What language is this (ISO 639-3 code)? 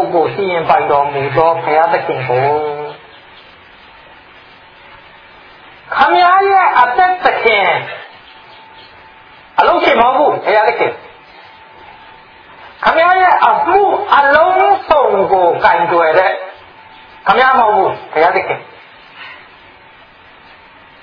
mya